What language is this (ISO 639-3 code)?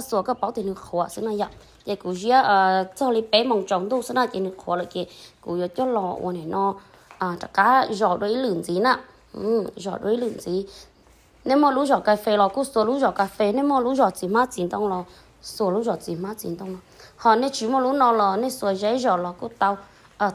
hmn